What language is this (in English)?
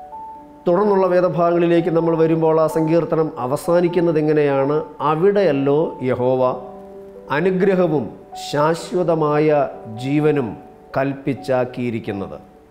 Malayalam